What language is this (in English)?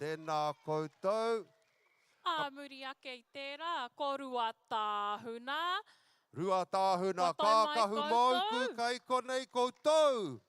Māori